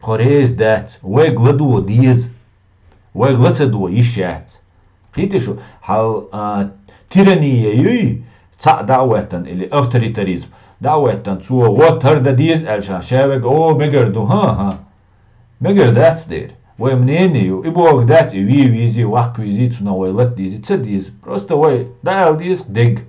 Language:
Chechen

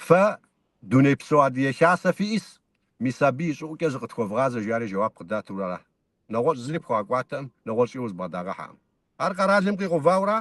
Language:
Kabardian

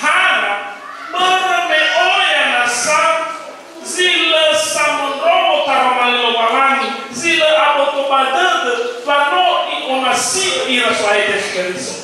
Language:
Nias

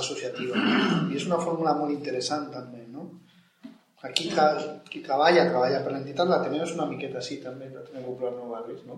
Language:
Catalan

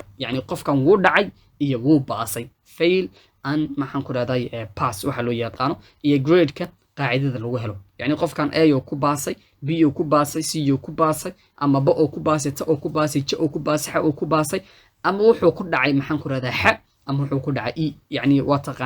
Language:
Somali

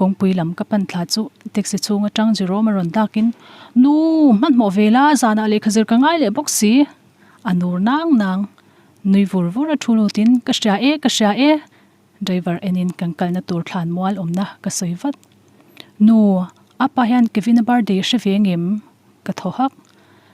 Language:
Mizo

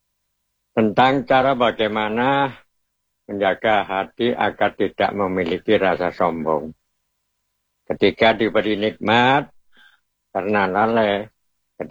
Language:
Indonesian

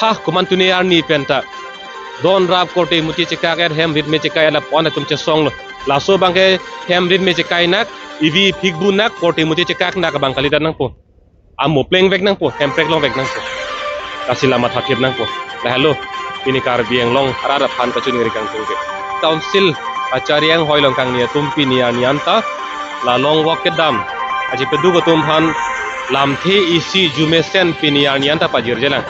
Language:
Karbi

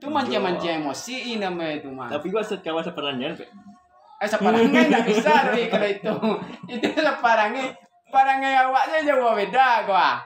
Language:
Minangkabau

